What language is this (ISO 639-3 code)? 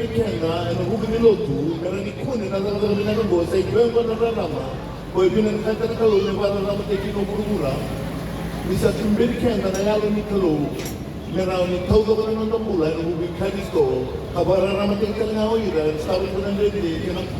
fij